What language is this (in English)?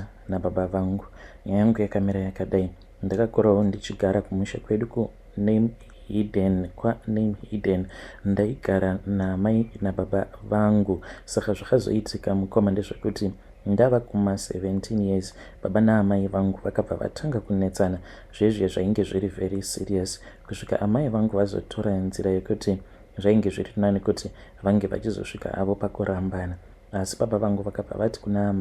Shona